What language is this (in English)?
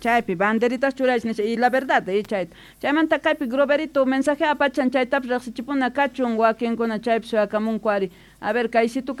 South Bolivian Quechua